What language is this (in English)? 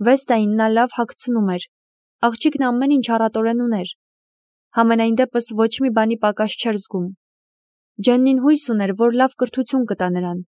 Armenian